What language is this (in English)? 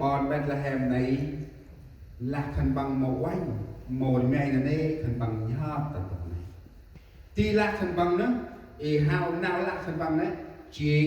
Central Mnong